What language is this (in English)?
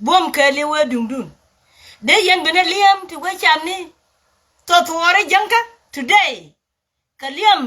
Nuer